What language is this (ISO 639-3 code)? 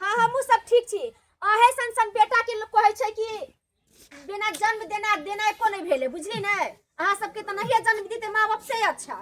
mai